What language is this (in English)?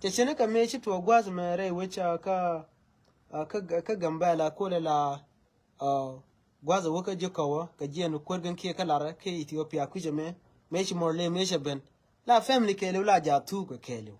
Nuer